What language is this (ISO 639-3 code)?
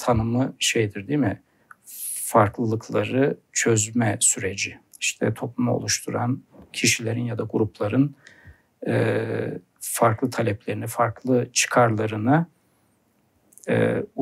tur